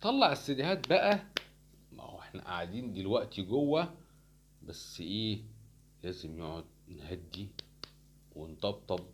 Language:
Egyptian Arabic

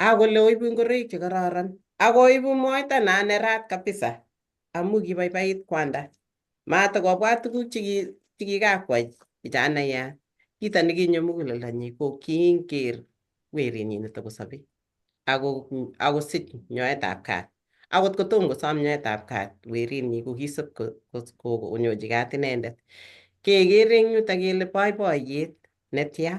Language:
Kalenjin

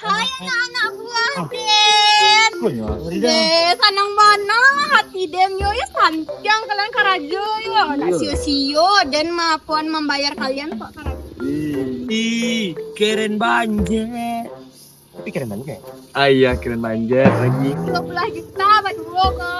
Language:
Minangkabau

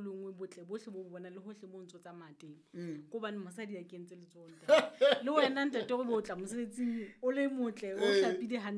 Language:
Southern Sotho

